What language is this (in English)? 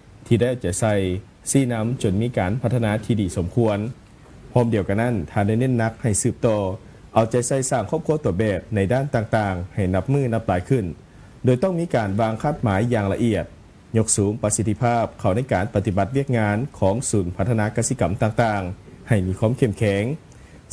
Lao